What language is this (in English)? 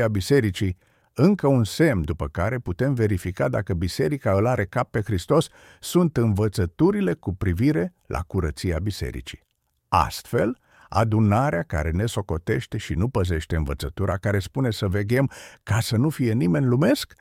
Romanian